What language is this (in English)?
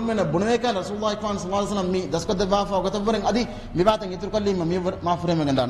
Divehi